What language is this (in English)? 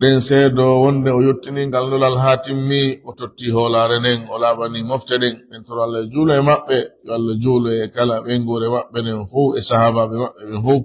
Fula